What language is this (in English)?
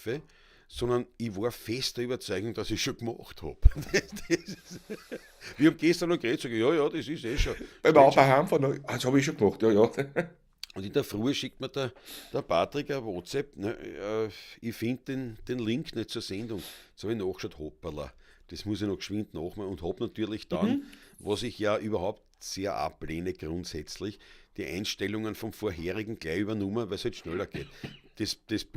Bavarian